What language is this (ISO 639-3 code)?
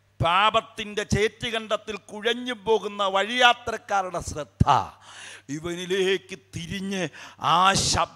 mal